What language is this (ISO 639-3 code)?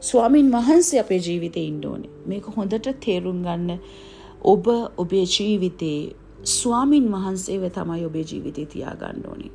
sin